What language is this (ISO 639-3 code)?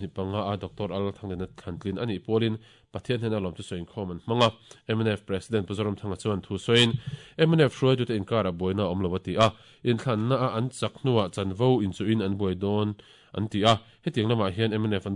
lus